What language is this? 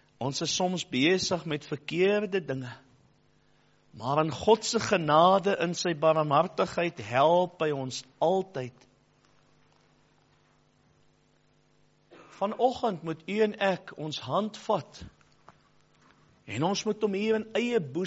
Afrikaans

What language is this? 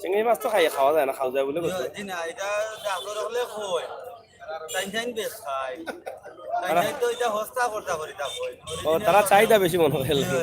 Sylheti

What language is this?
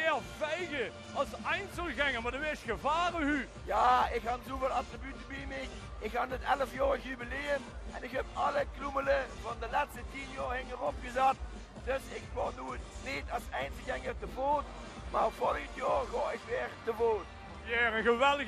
Limburgish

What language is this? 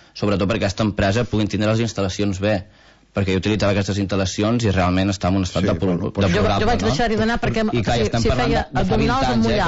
Catalan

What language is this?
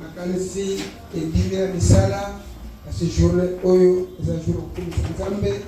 Lingala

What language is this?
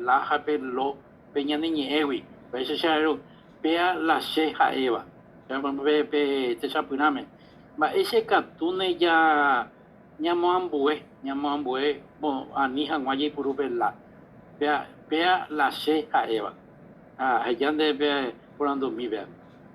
Guarani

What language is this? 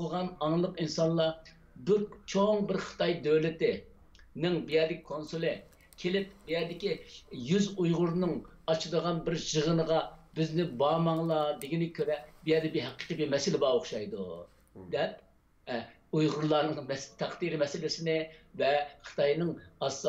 Uyghur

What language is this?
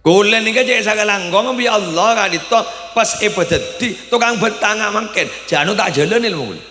Madurese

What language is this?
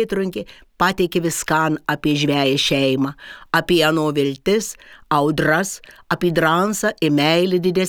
Lithuanian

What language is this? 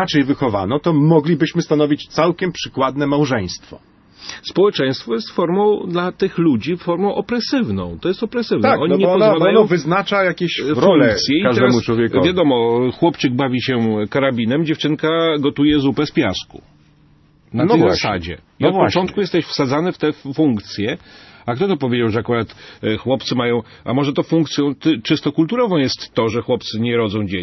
Polish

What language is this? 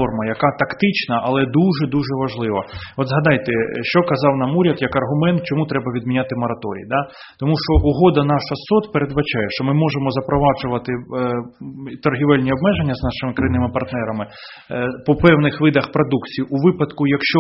Ukrainian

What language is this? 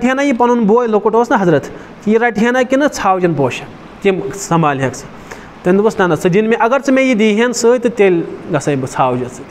Kashmiri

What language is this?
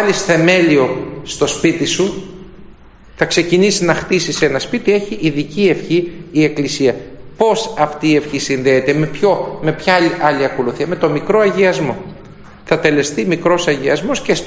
Greek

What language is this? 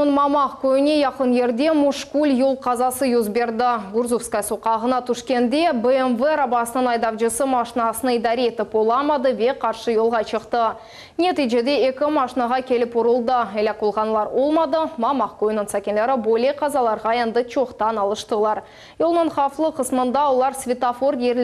Crimean Tatar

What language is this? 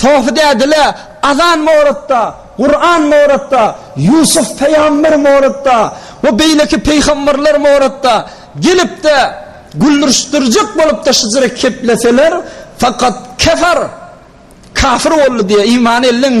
Turkmen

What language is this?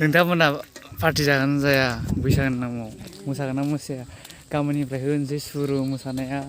Bodo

